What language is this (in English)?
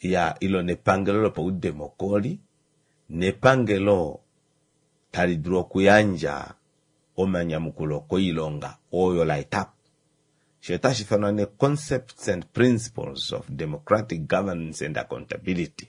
Kuanyama